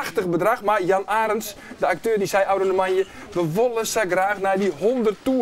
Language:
Western Frisian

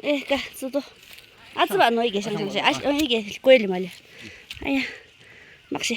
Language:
Naga Pidgin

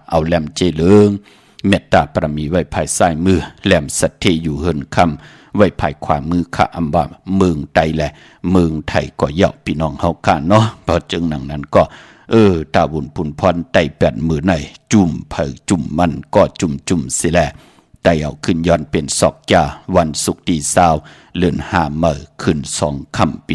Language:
Shan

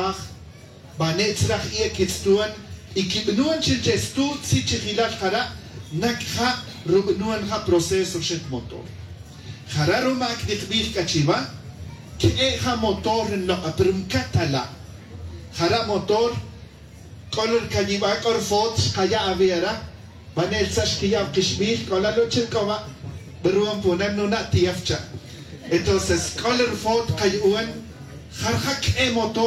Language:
Tz'utujil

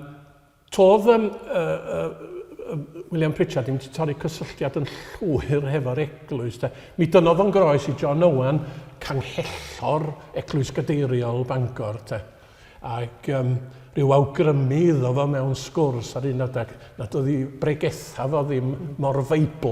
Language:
Welsh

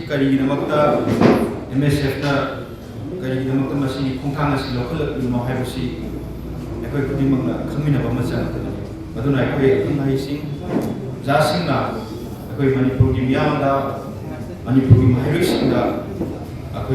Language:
Manipuri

